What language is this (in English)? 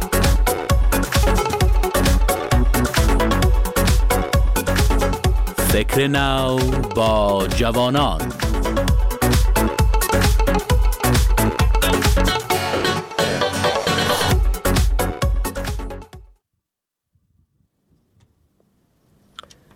Persian